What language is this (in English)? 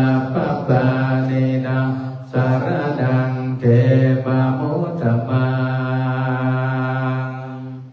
Pali